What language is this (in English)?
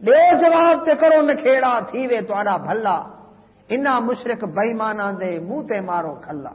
Saraiki